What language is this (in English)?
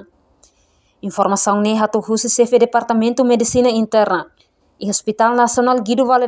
Tetum